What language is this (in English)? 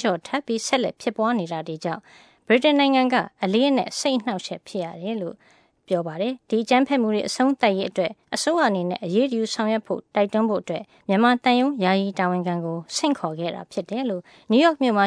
Burmese